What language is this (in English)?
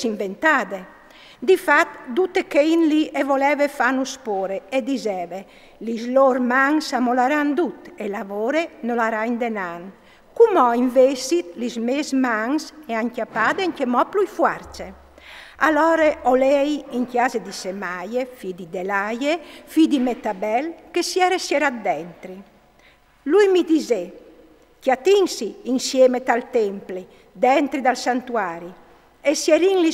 Friulian